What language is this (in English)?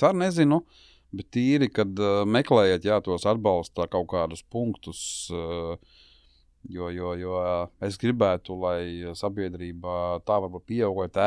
Latvian